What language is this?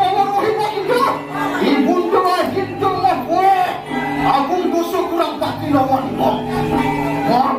Balinese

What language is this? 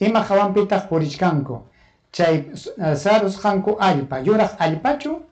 Ayacucho Quechua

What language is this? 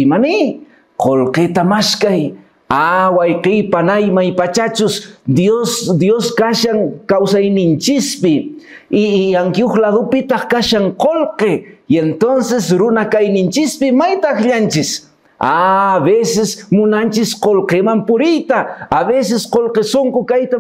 Quechua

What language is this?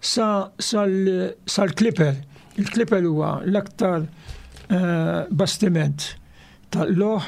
Maltese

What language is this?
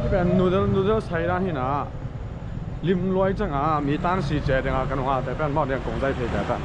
Tedim Chin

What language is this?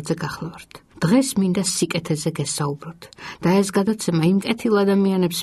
Georgian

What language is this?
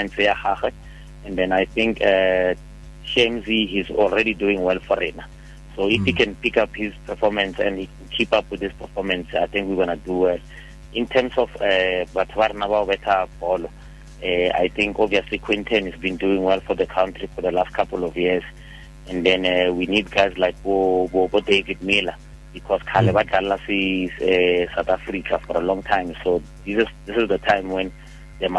Tswana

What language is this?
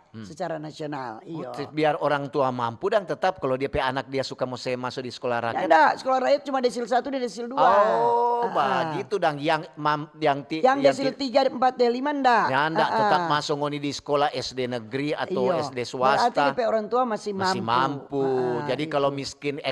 Manado Malay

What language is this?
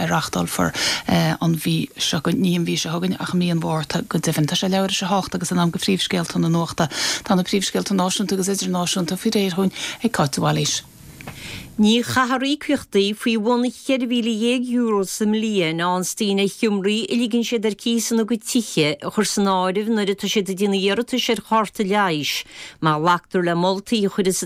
Irish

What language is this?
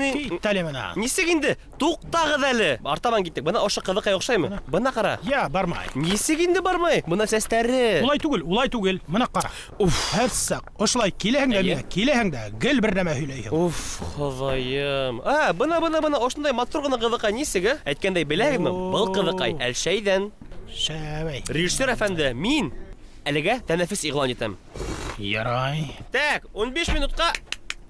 Bashkir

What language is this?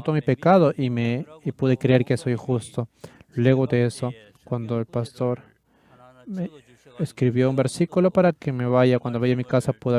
South Bolivian Quechua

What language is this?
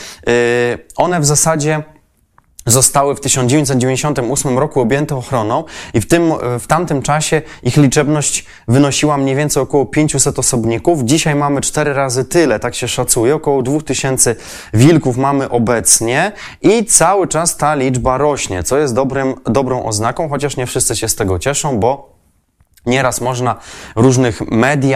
Polish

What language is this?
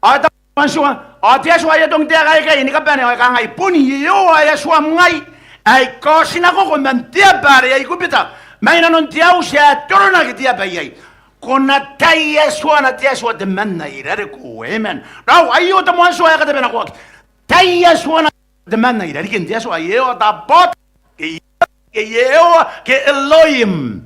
Gilbertese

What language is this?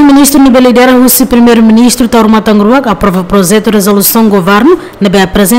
Tetum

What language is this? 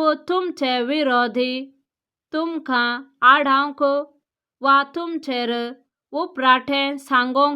Konkani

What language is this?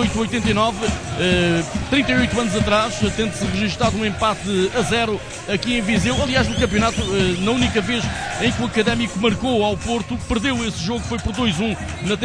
Portuguese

